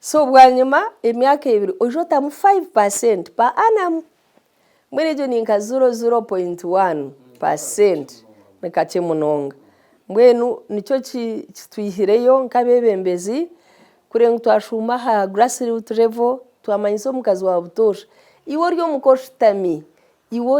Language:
Nyankole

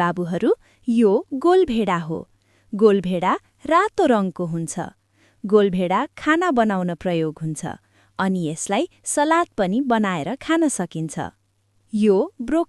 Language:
Nepali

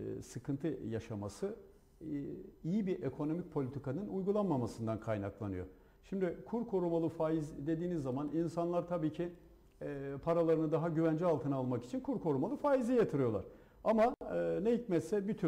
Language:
Turkish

